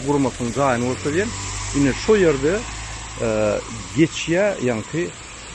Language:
Turkmen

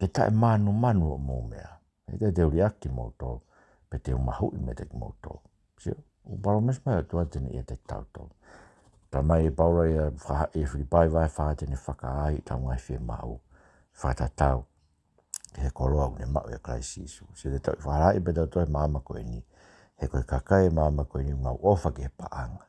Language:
Tongan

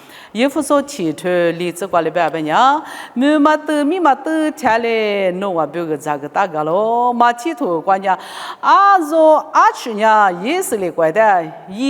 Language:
Lisu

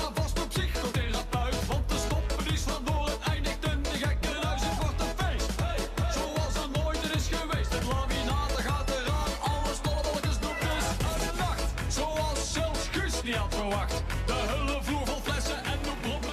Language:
Limburgish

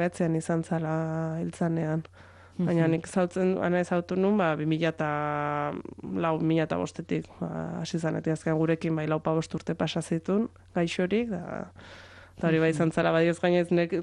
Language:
Basque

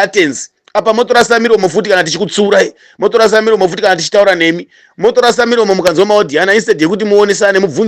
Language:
Shona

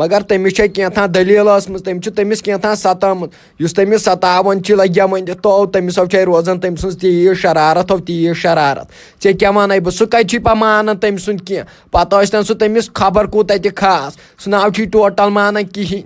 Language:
Kashmiri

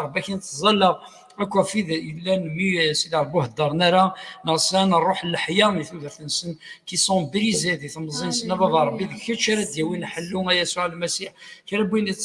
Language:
Kabyle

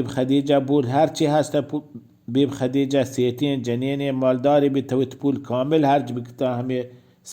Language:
Baluchi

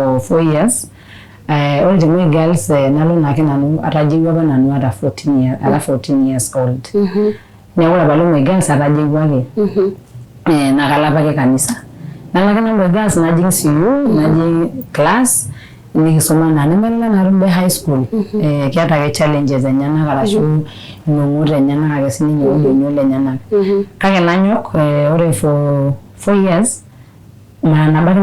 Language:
Masai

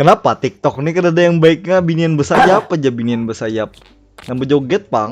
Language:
Banjar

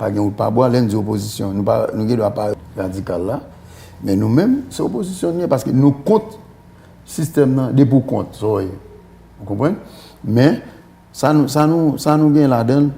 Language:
Haitian Creole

